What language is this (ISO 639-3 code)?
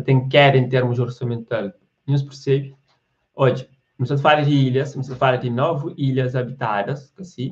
kea